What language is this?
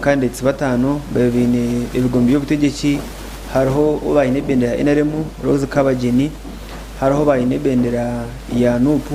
Nyankole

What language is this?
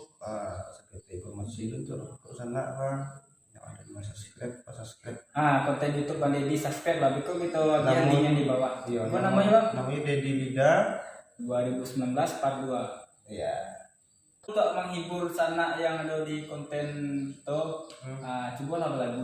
Minangkabau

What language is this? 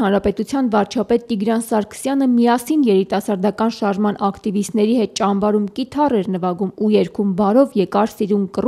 Armenian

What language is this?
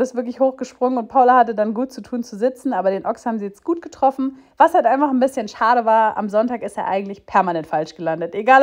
German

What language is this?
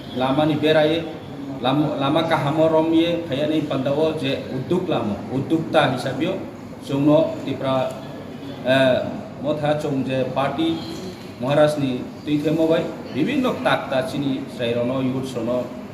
Riang (India)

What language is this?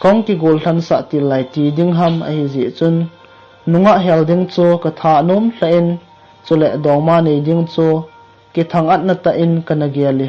Thado Chin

